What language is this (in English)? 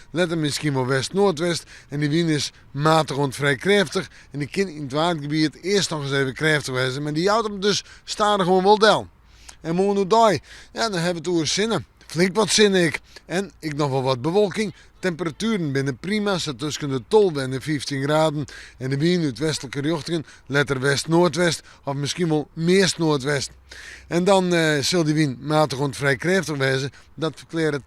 Western Frisian